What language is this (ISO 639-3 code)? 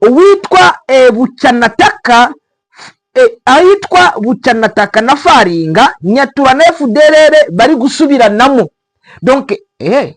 kin